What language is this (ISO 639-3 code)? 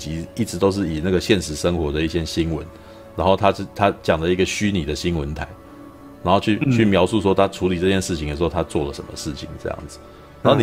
zho